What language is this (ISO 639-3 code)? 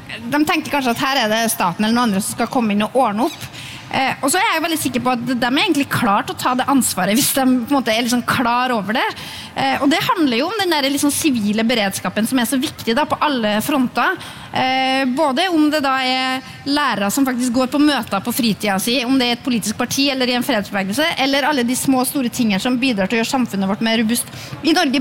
nor